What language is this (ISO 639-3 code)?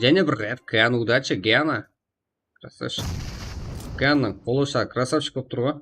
kaa